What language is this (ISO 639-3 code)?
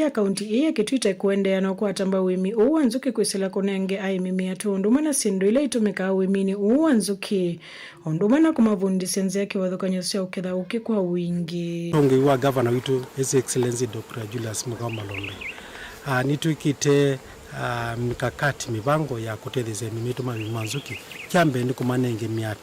kam